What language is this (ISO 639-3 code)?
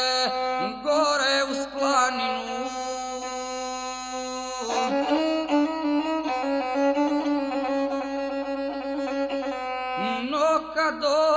srp